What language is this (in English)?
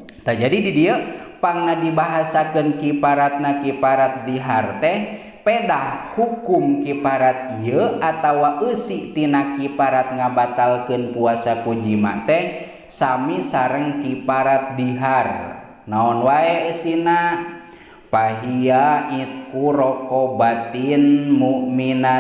Sundanese